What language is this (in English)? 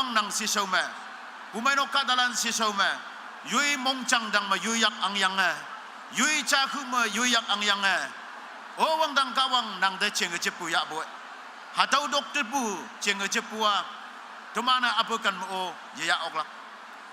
Konyak Naga